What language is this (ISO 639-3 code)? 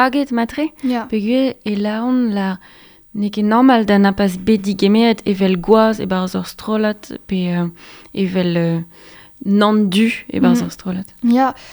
bre